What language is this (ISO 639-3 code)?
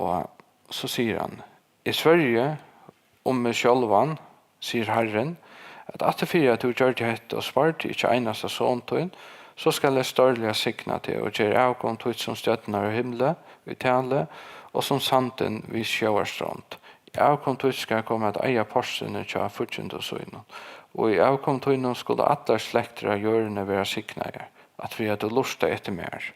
fao